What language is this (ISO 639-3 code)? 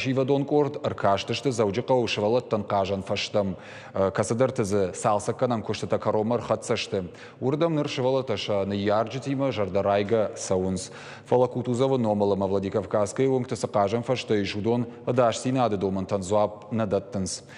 oss